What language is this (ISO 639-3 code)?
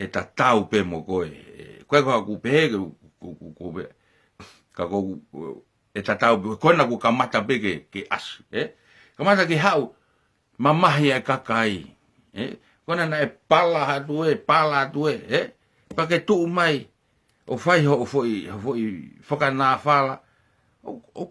ton